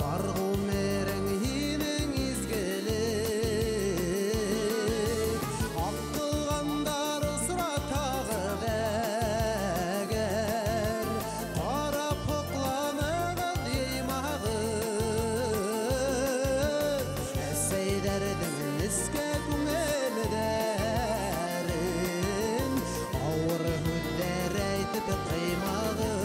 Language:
Bashkir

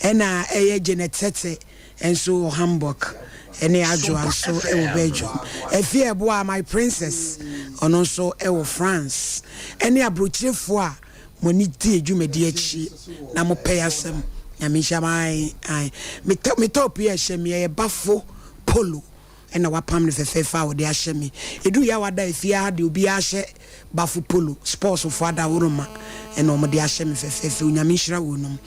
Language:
Akan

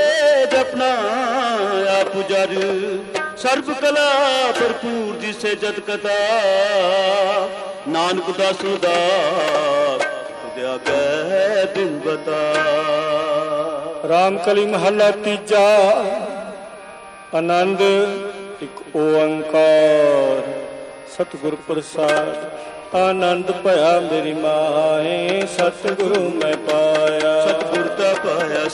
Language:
Punjabi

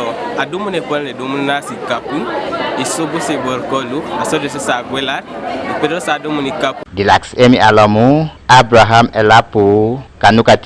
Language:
Teso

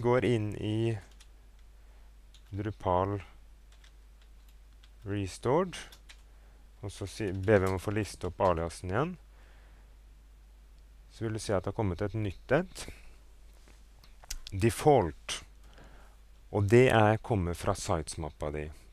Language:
Norwegian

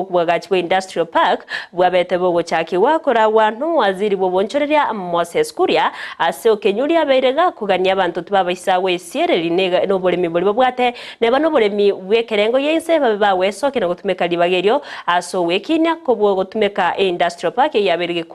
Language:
Gusii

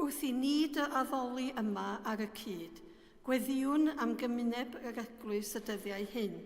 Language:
Welsh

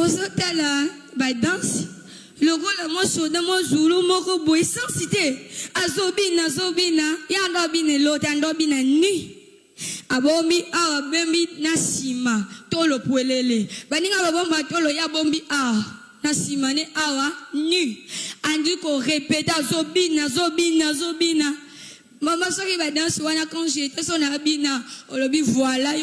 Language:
Lingala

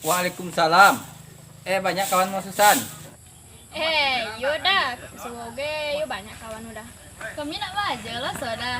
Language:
Minangkabau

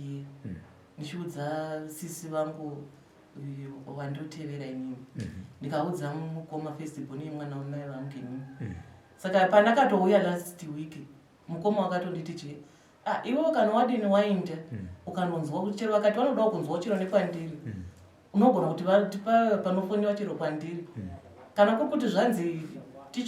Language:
Shona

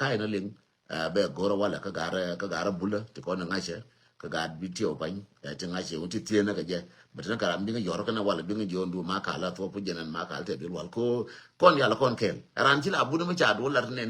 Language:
Nuer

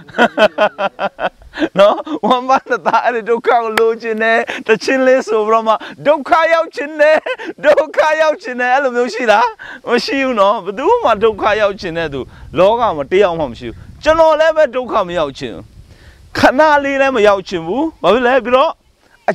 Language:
Burmese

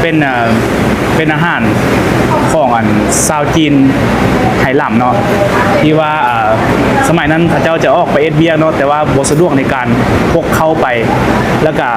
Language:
Lao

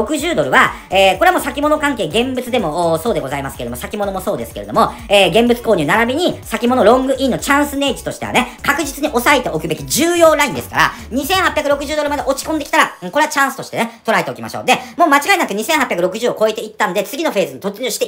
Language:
Japanese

